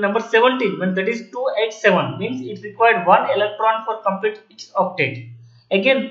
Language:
English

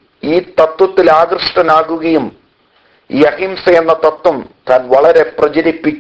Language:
Malayalam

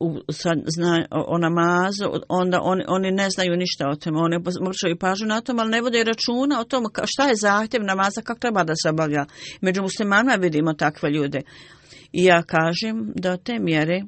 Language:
Bosnian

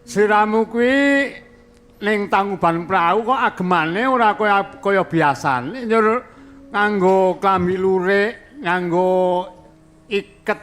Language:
Javanese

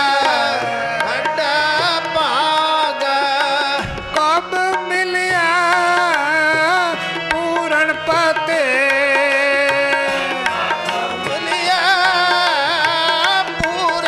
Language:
Punjabi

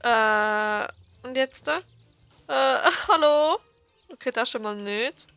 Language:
Swiss German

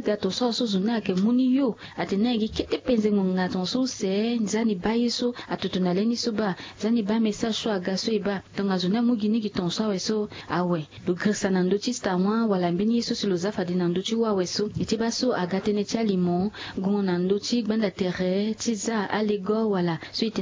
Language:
Sango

